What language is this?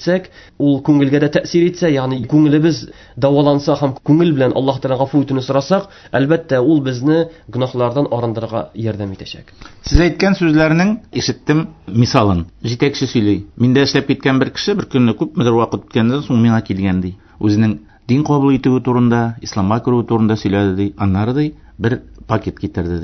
Tatar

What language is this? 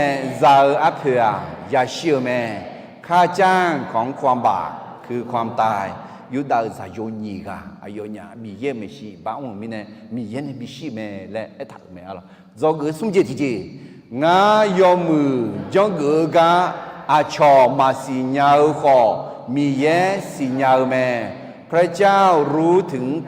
Akha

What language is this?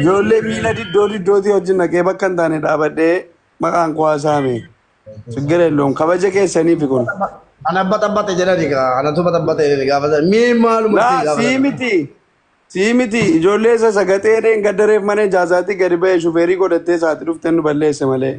Oromo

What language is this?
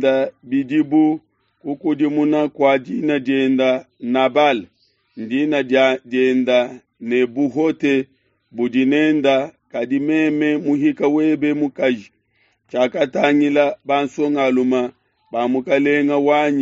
Luba-Lulua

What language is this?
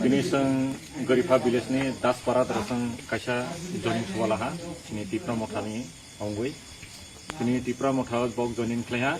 Kok Borok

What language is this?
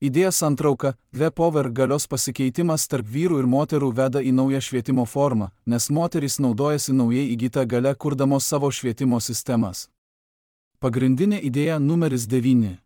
Lithuanian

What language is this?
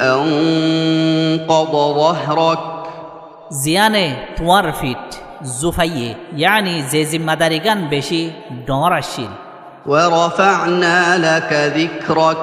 Rohingya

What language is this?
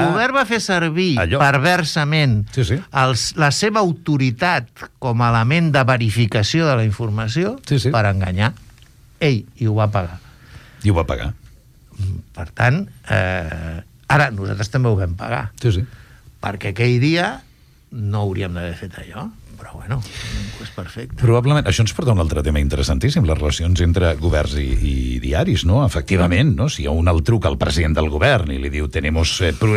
Catalan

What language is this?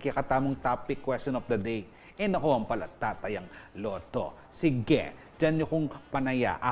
Pampanga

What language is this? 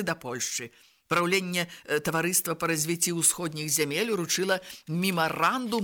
Belarusian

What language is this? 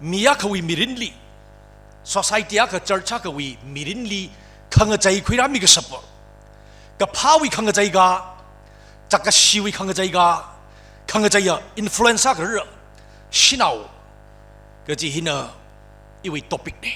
Tangkhul Naga (India)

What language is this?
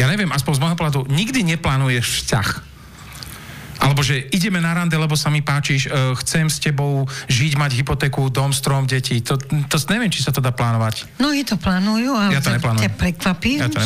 Slovak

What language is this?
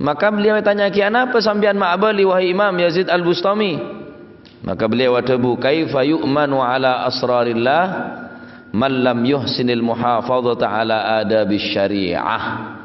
Madurese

